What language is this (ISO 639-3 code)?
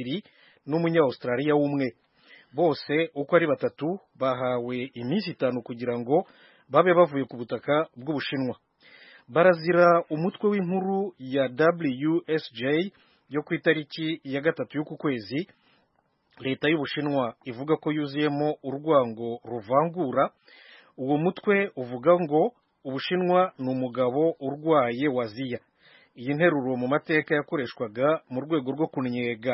kin